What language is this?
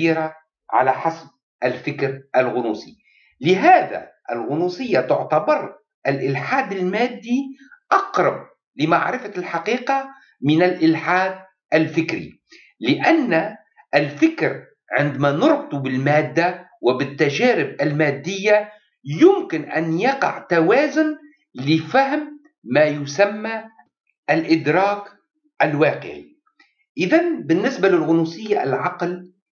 Arabic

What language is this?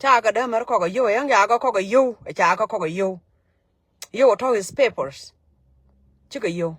Nuer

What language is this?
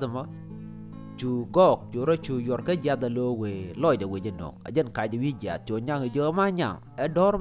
Nuer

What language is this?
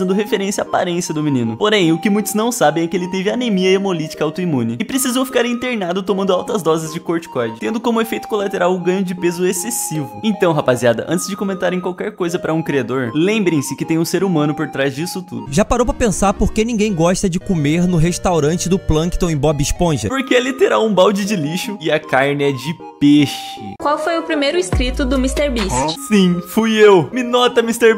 Portuguese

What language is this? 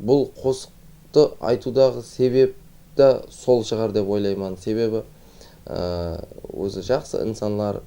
Kara-Kalpak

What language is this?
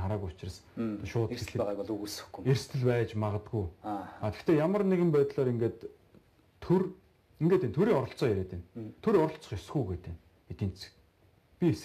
Mongolian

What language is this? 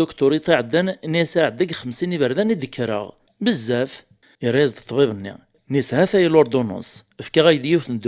Kabyle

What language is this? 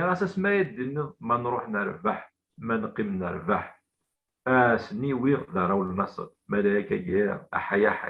Kabyle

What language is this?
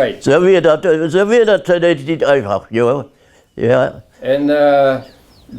Plautdietsch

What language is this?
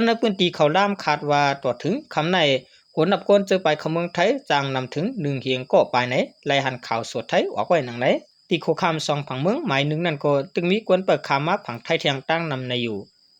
Shan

